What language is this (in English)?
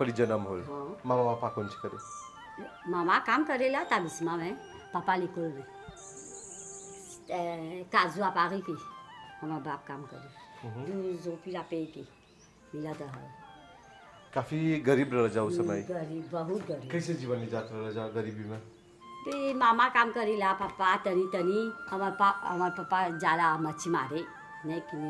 Bhojpuri